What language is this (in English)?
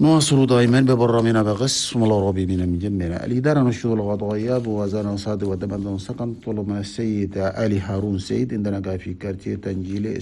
Chadian Arabic